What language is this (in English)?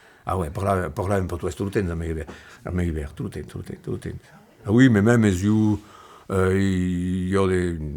Occitan